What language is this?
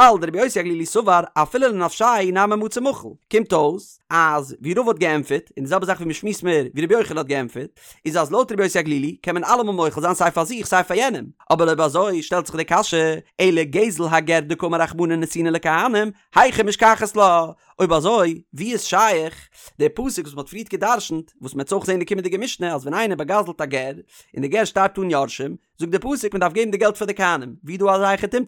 Yiddish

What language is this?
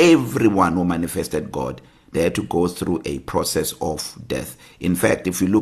English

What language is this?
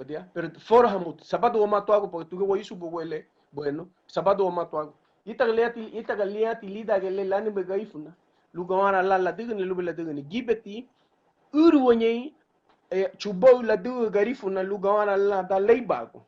Garifuna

